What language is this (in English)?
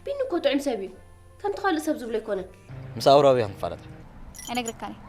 Tigrinya